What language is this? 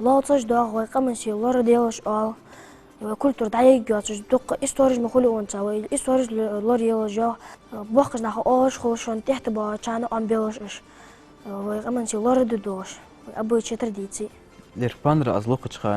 Ingush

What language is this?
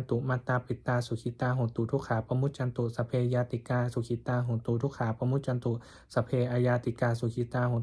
Pali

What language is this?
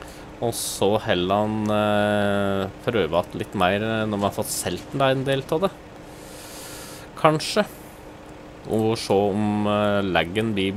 Norwegian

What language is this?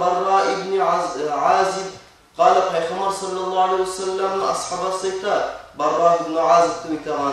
Kumyk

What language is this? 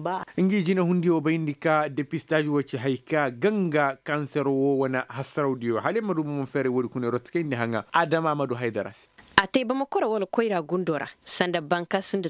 Koyraboro Senni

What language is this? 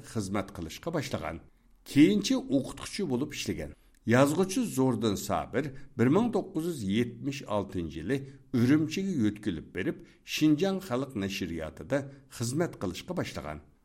Uyghur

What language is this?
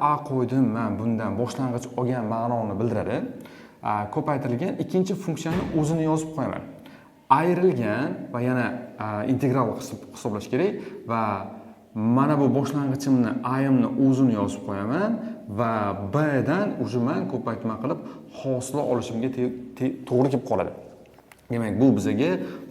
Uzbek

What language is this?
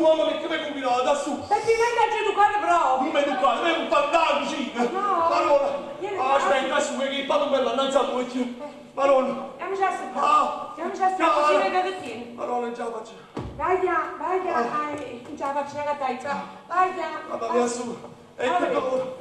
Neapolitan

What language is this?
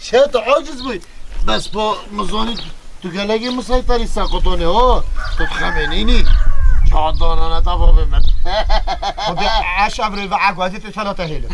Kurdish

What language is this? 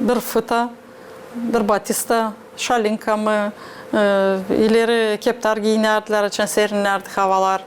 Gagauz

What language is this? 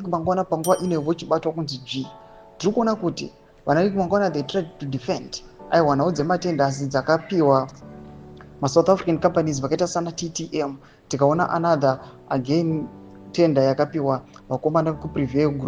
Shona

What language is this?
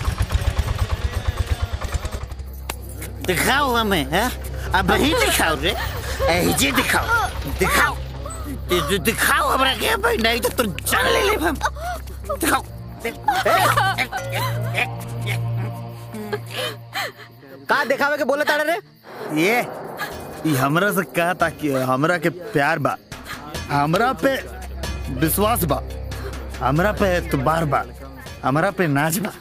Bhojpuri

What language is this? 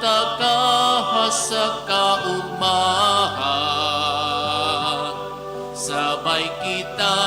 Bikol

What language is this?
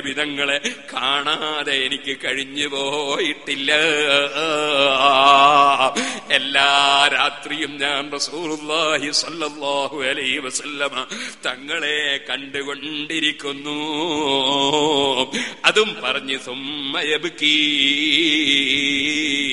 Malayalam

